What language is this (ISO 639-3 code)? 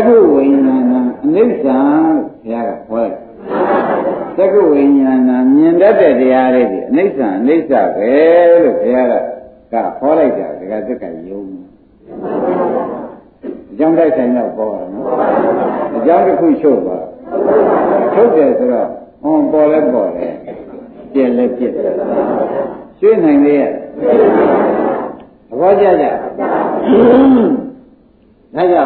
mya